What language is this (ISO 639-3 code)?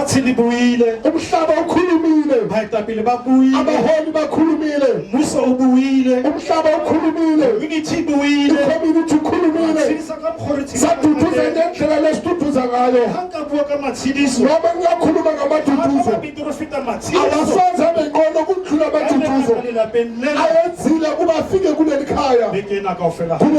sot